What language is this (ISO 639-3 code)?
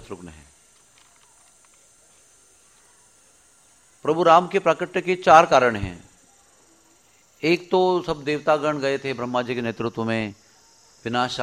hin